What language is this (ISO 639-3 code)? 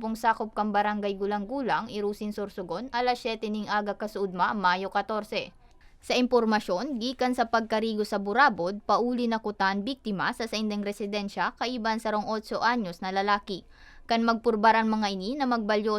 bik